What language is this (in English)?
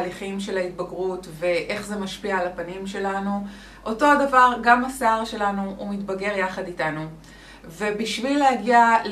Hebrew